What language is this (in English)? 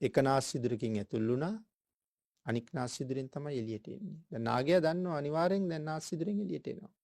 Sinhala